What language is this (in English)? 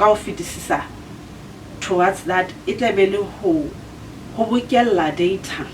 Southern Sotho